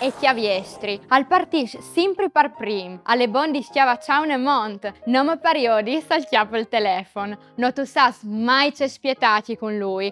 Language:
Friulian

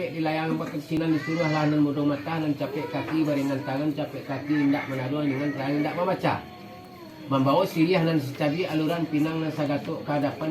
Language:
Minangkabau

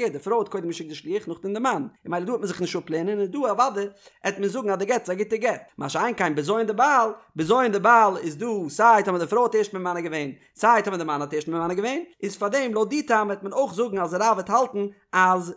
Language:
Yiddish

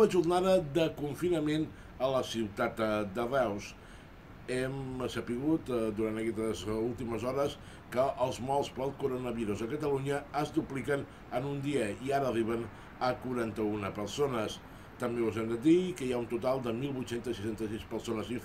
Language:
Catalan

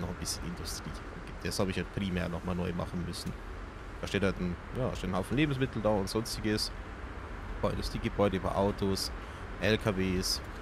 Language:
German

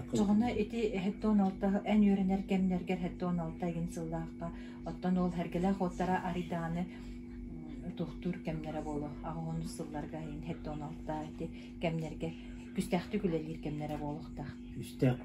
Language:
Yakut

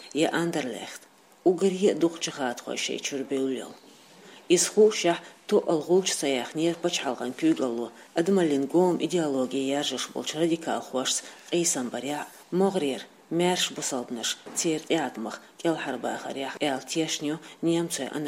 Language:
Chechen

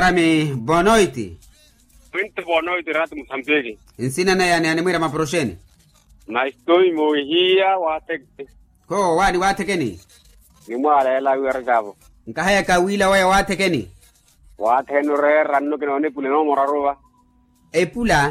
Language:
Makhuwa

